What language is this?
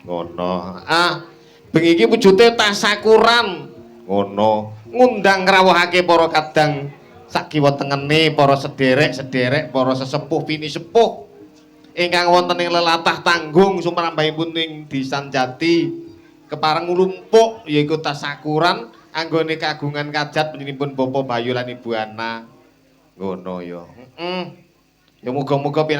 Javanese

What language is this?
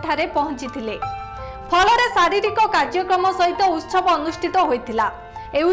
Odia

